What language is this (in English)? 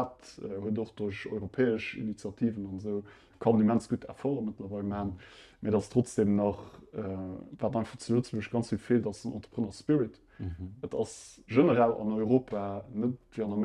Luxembourgish